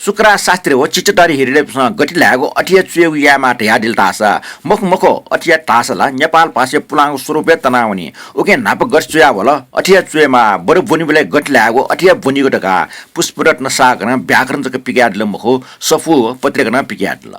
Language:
Newari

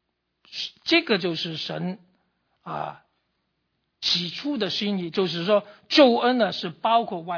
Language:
Chinese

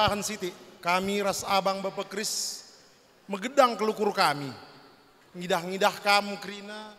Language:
Batak Karo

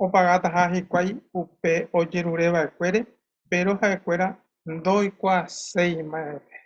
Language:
Guarani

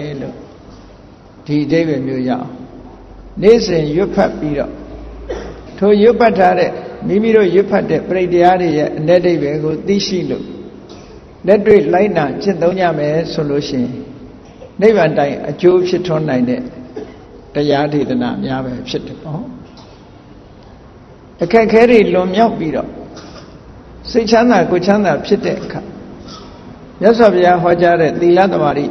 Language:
Burmese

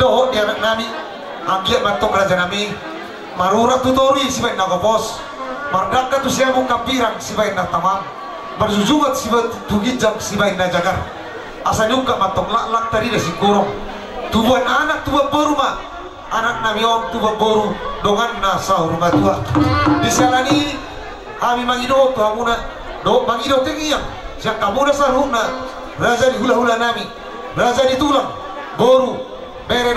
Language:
Batak Toba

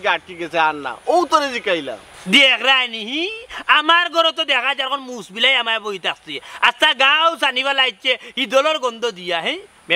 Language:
Sylheti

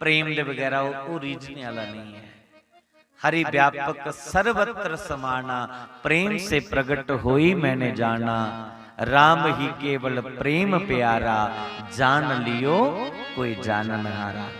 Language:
Dogri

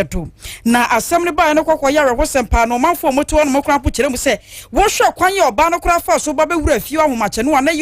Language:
Akan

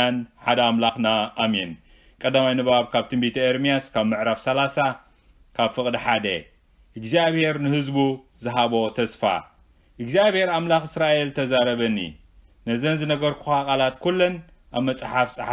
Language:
Tigrinya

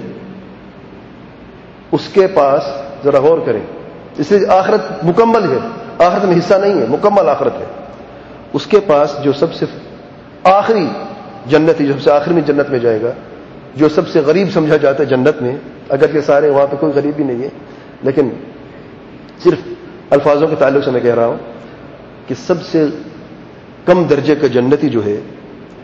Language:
Urdu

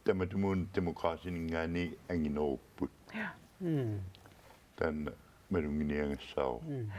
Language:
Kalaallisut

